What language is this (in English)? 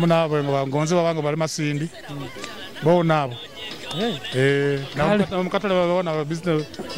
Nyoro